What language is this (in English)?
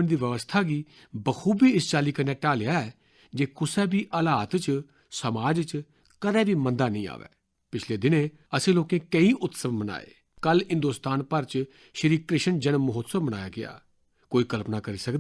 Dogri